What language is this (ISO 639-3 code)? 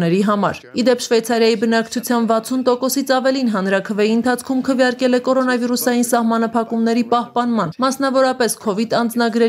hye